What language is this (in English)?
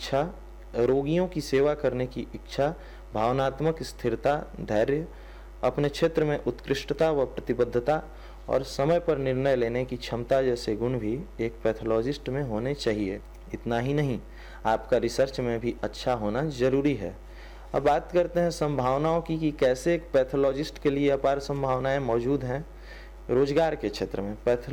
Hindi